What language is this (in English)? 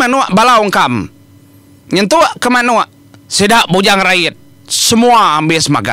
Iban